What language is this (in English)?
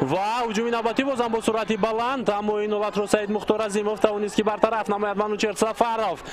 Tajik